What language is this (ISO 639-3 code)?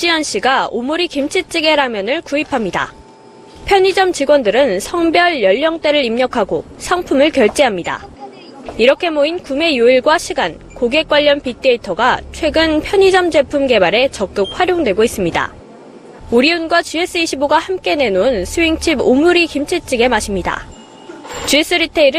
kor